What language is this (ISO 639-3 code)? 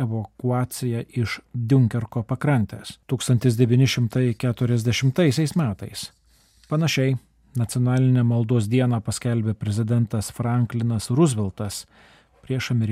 lit